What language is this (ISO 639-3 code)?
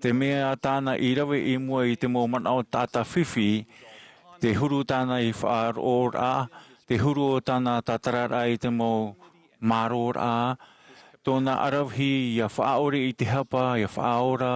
tah